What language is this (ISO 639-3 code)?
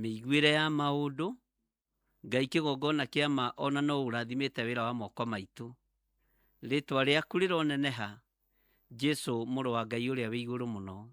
kik